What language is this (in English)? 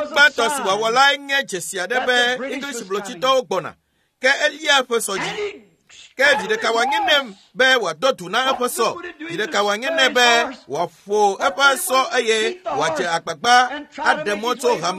Ewe